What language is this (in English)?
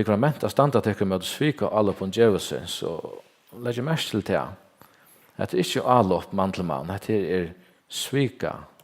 Faroese